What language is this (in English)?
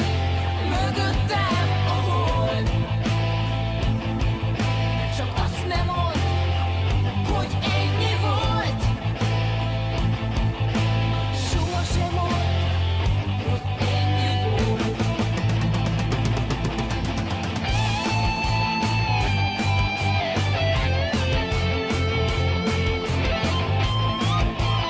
Hungarian